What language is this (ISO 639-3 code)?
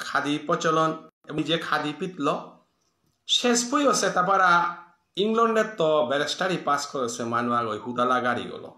bpy